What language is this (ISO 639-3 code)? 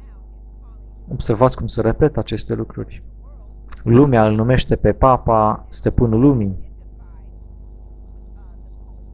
ron